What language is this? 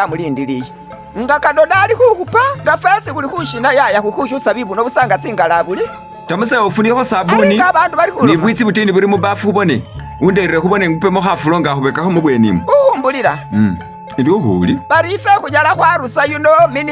Masaaba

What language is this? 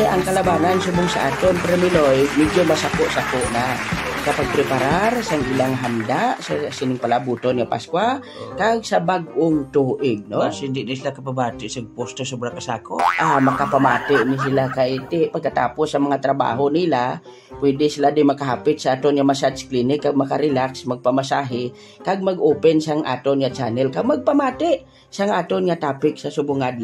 Hiligaynon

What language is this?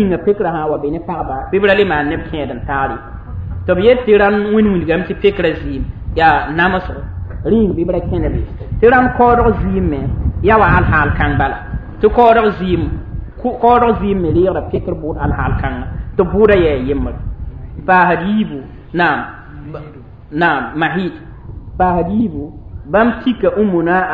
Mossi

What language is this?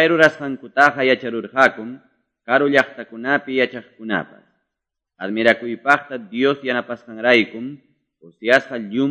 Quechua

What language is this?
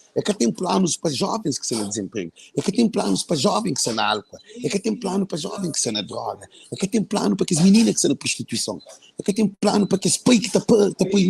Kabuverdianu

